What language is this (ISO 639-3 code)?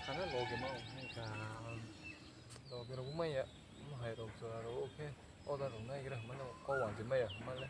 trp